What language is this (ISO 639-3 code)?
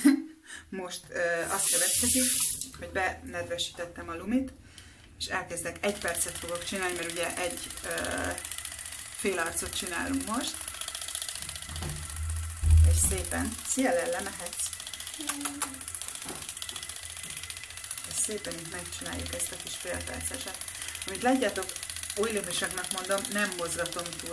hun